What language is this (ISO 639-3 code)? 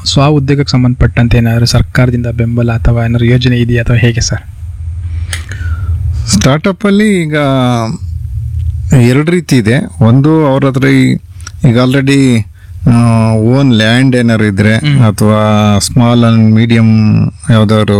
kan